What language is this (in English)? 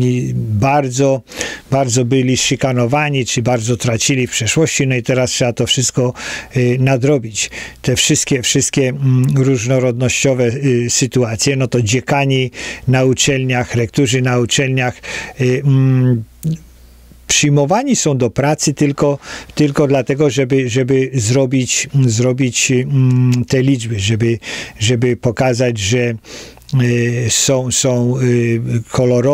Polish